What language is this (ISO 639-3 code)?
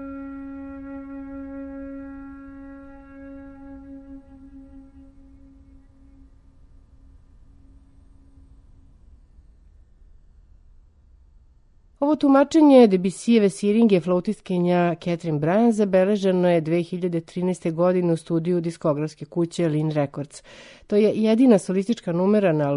srp